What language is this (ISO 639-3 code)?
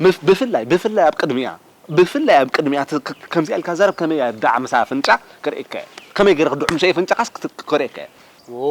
tir